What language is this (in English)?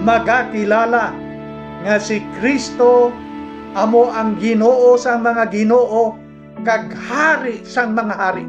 Hiligaynon